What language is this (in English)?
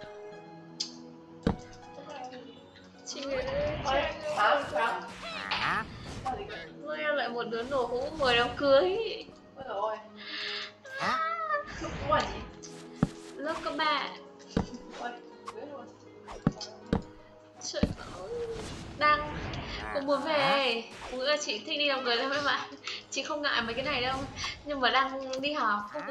Vietnamese